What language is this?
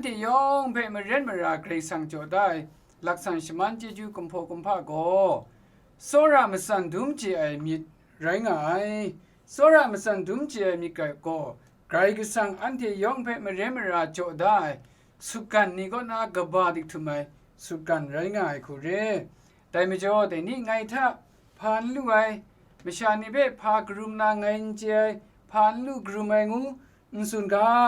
Kachin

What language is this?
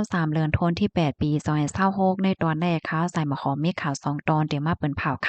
Shan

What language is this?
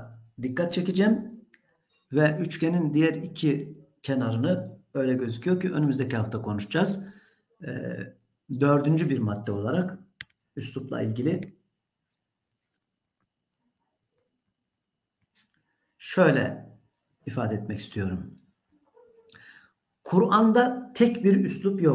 Turkish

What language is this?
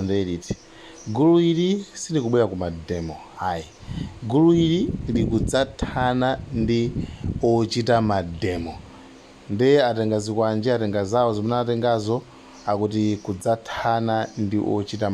Nyanja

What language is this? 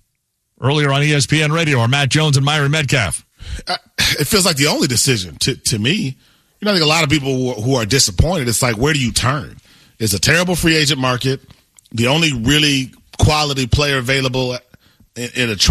English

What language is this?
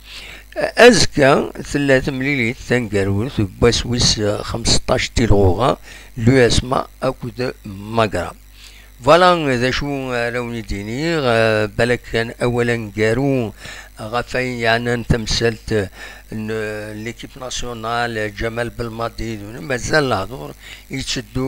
Kabyle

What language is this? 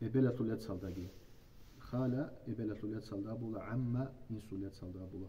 Avaric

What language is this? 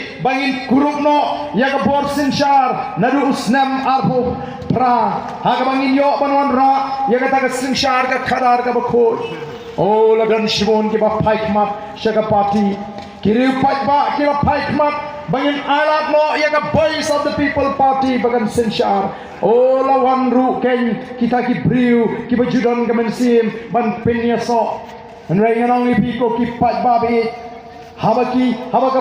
Khasi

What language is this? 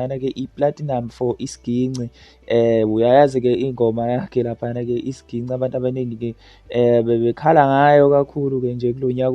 Zulu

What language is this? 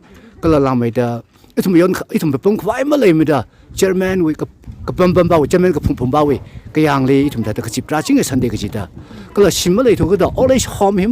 Tangkhul Naga (India)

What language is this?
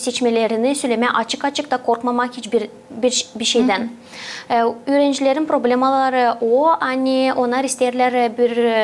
Gagauz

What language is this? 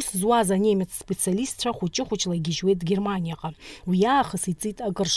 Abkhazian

